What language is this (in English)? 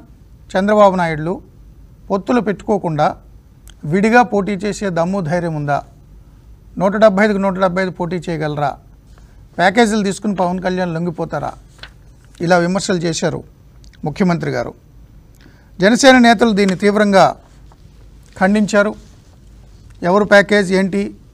Telugu